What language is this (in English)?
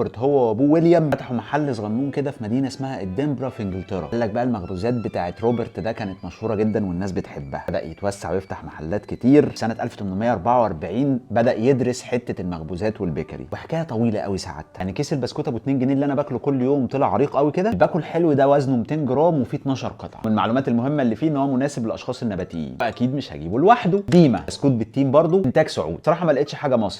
Egyptian Arabic